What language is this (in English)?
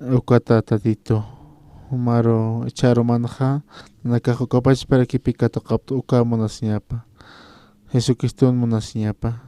Aymara